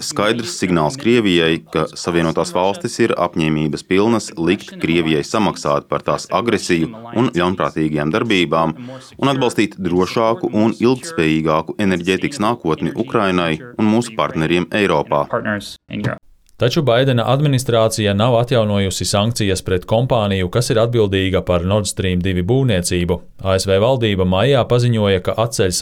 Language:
Latvian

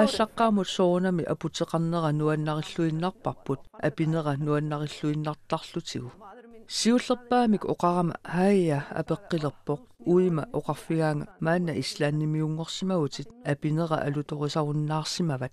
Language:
Kalaallisut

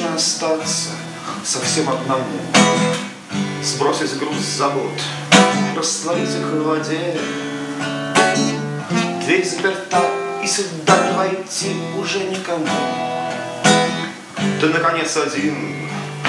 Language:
Russian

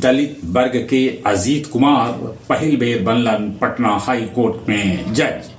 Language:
Magahi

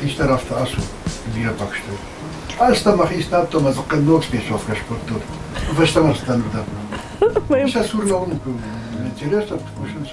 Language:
Ossetic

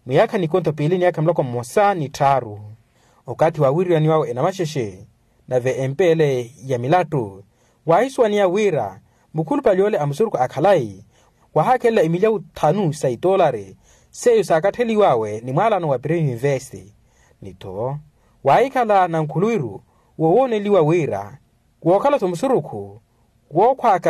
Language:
Makhuwa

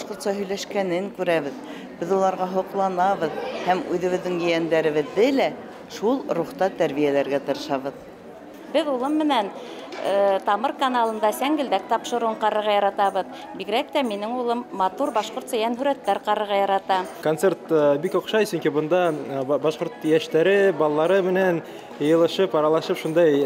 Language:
Bashkir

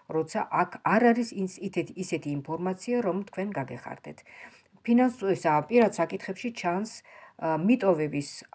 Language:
Georgian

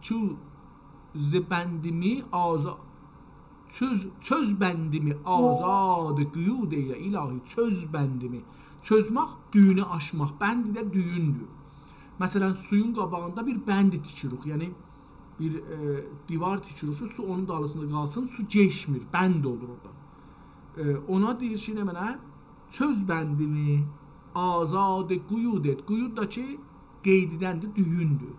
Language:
South Azerbaijani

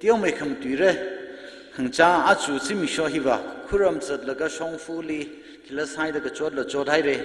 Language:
Tangkhul Naga (India)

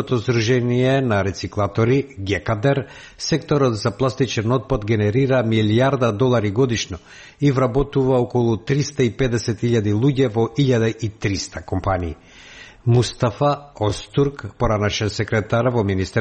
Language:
Macedonian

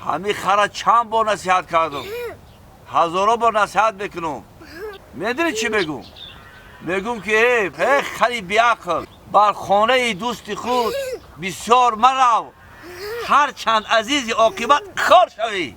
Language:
Tajik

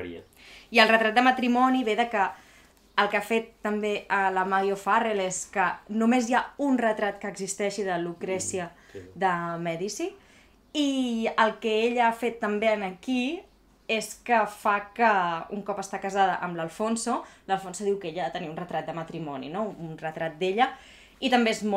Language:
Catalan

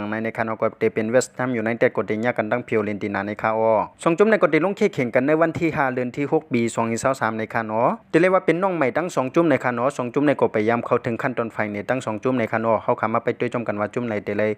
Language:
Shan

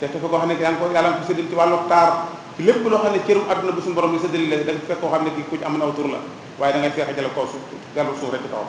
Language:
Wolof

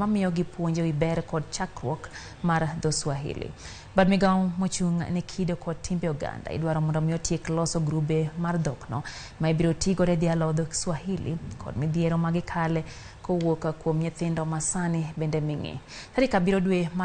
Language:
Luo (Kenya and Tanzania)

